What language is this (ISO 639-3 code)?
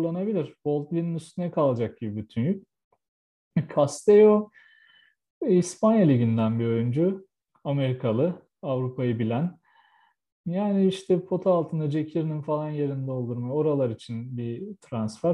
tur